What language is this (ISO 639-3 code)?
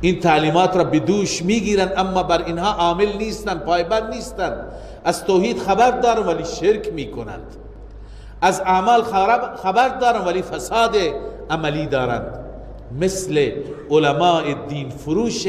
fas